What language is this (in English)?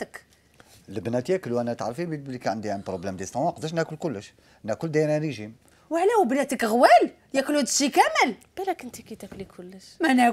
Algerian Arabic